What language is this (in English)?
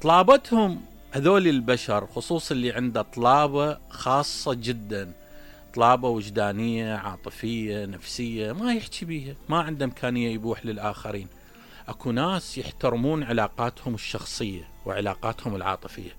Mesopotamian Arabic